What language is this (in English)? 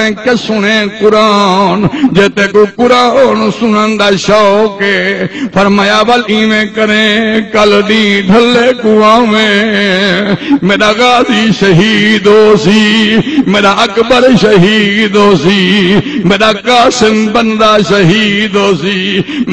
Saraiki